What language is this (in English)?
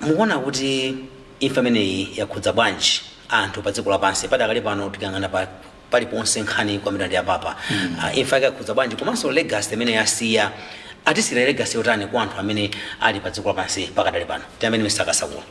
Nyanja